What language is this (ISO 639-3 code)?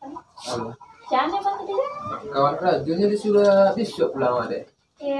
min